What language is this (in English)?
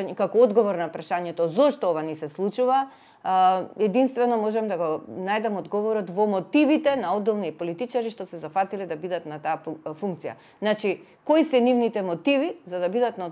Macedonian